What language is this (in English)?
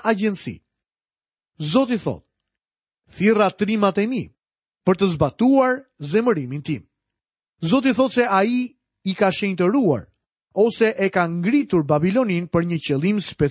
Albanian